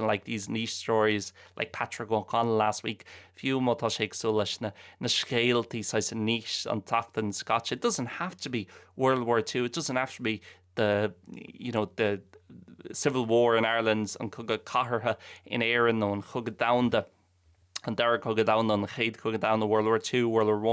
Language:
Irish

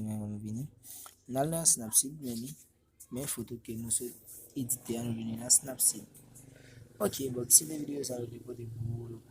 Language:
Haitian Creole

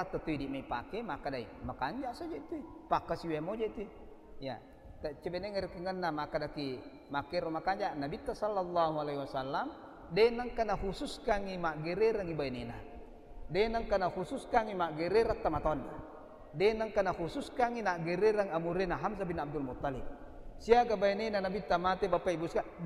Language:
Buginese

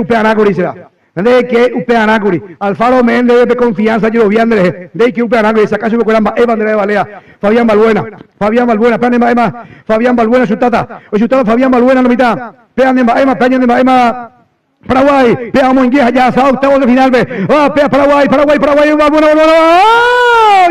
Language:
Guarani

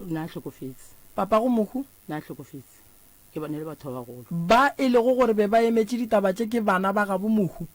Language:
Northern Sotho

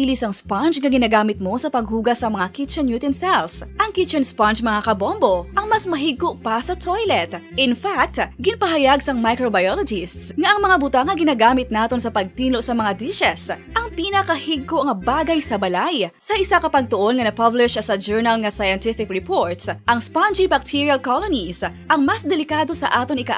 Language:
Hiligaynon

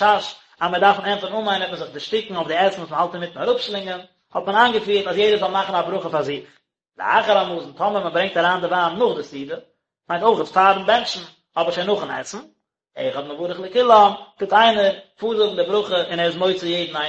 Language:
Yiddish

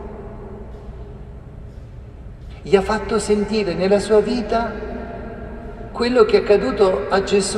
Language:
Italian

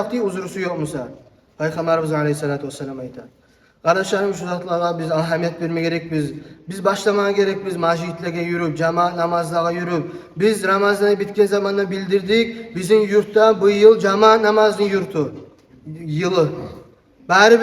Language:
Kumyk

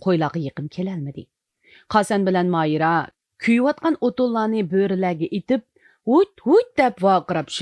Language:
Uyghur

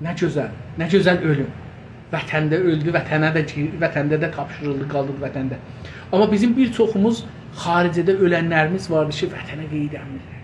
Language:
South Azerbaijani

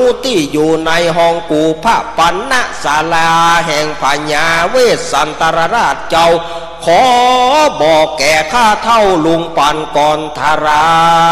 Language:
Thai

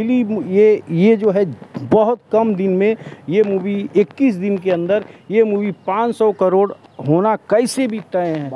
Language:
Hindi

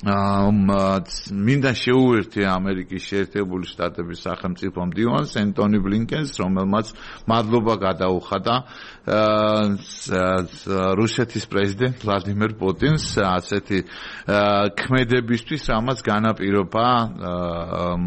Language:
Georgian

